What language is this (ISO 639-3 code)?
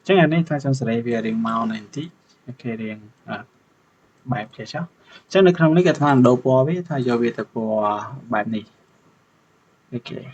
khm